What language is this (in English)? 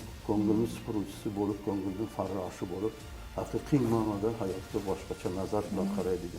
Uzbek